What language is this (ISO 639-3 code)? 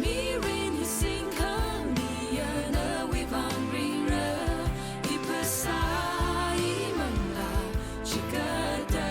nmf